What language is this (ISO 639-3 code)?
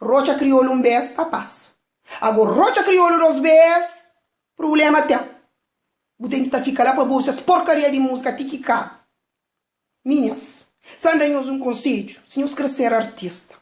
kea